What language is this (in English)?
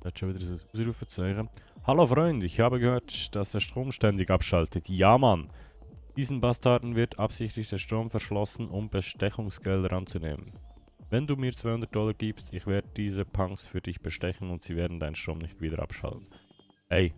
Swiss German